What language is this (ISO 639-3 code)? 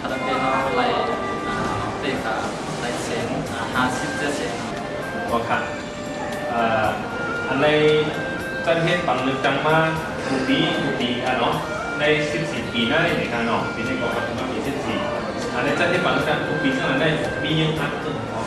shn